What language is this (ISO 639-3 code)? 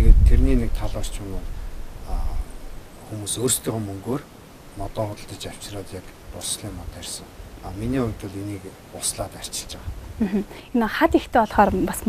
mon